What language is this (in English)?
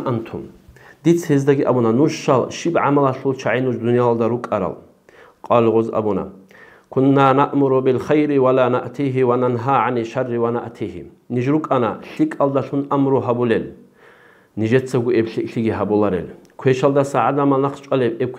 Avaric